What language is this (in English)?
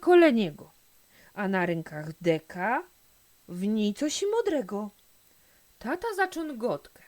Silesian